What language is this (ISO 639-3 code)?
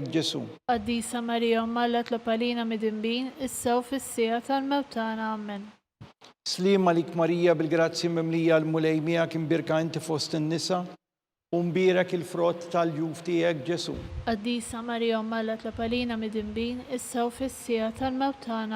mlt